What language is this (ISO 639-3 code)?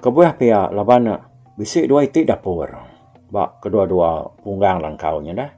iba